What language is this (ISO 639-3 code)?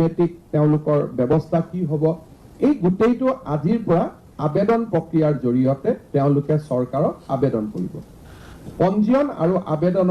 asm